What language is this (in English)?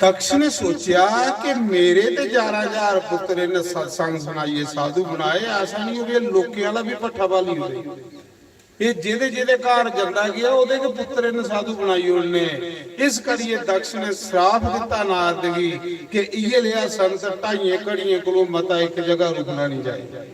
Dogri